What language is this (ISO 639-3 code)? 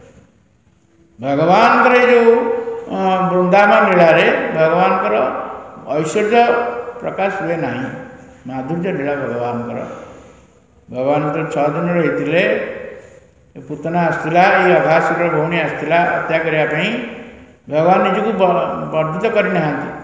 ori